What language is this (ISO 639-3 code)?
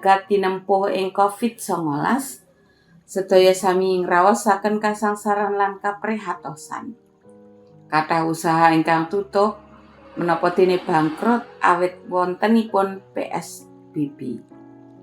jav